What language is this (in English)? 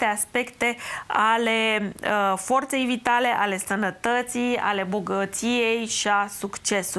Romanian